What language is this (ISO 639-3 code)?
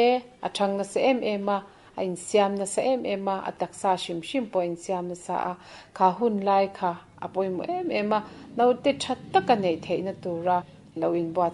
lus